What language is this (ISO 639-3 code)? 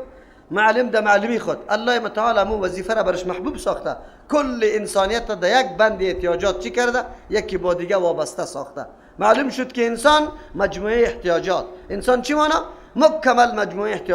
fas